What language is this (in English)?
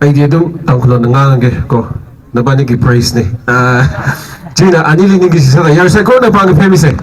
Tangkhul Naga (India)